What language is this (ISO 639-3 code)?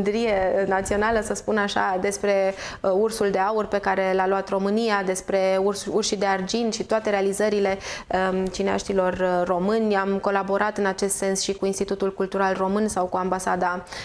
ron